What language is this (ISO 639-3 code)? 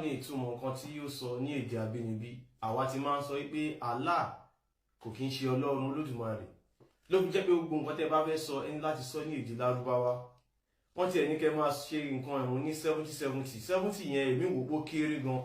yor